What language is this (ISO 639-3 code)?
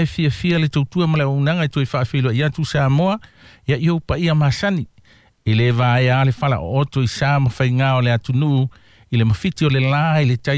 smo